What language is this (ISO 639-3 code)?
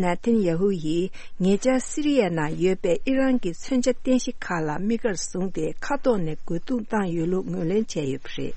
bod